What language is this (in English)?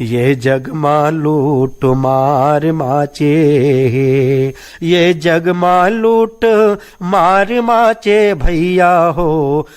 Chhattisgarhi